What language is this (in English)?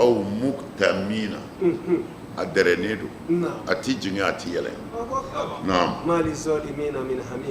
Bambara